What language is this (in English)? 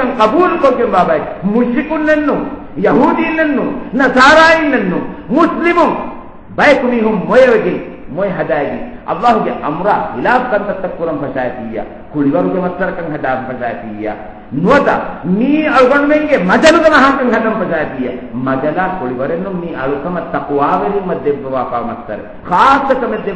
Divehi